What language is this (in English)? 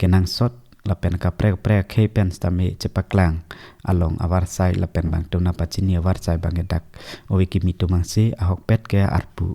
Karbi